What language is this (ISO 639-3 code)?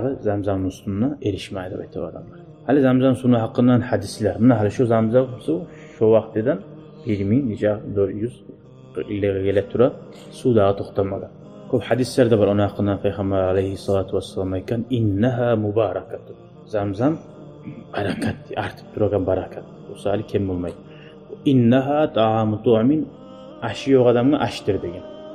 kum